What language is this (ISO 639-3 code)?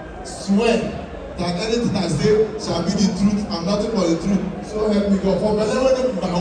pcm